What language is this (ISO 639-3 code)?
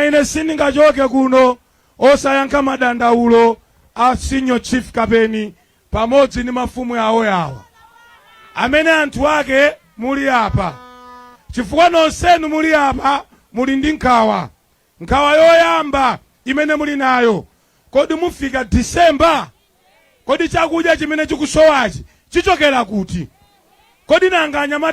nya